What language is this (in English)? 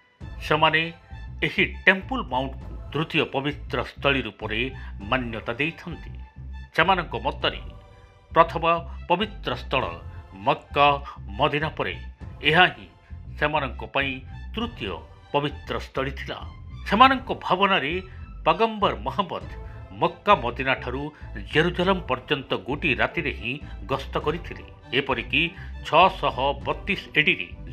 Odia